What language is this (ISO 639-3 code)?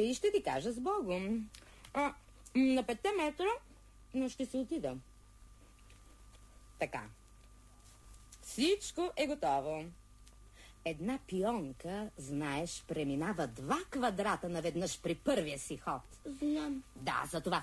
bul